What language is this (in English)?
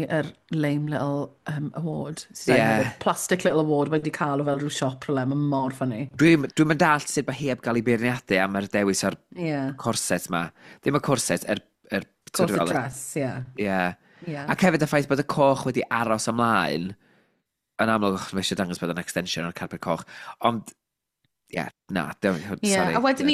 Welsh